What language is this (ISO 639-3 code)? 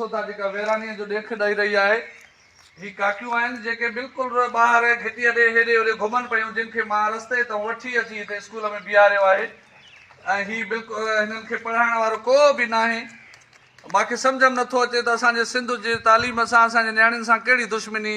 snd